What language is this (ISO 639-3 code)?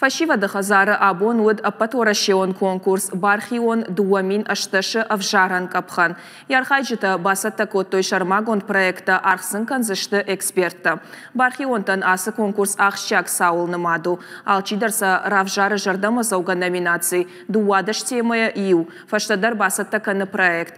oss